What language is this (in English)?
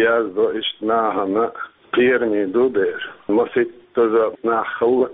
Chechen